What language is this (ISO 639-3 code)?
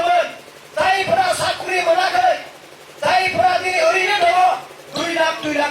brx